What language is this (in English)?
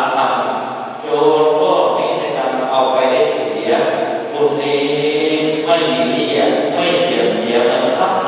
Thai